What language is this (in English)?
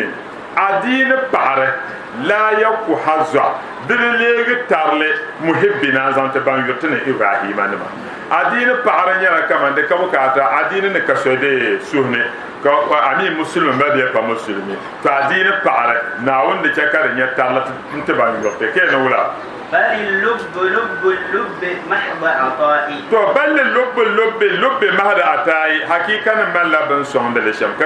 Dagbani